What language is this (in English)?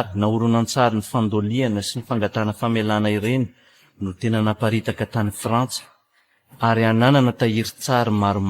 Malagasy